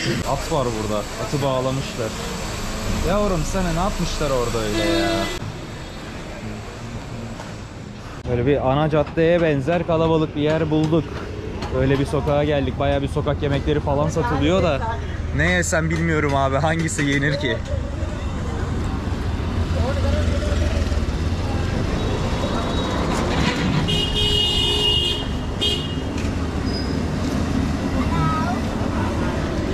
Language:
Turkish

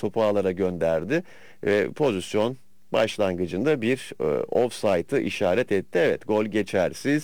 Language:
Turkish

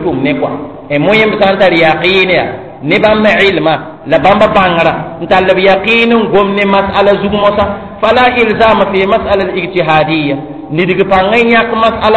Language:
Mossi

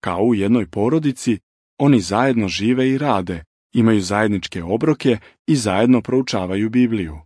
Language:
Serbian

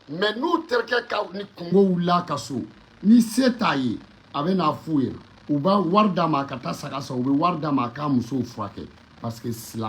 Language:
Bambara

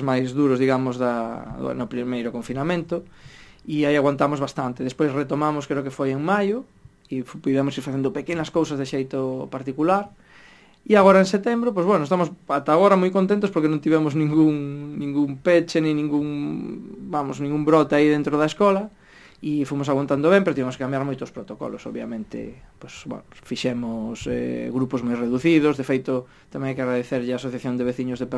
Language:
Galician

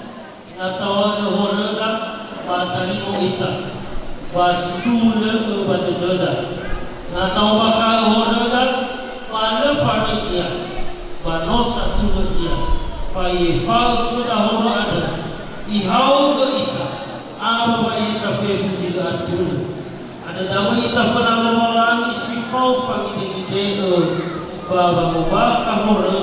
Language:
Nias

